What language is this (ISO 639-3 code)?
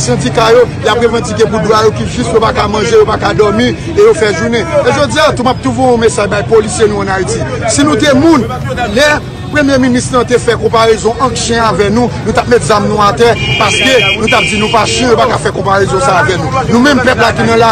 hat